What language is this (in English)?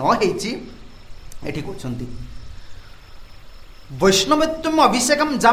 Odia